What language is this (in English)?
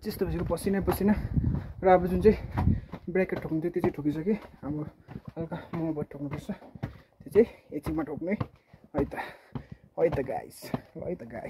Nepali